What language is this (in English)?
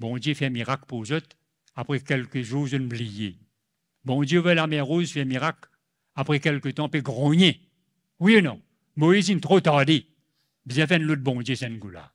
Morisyen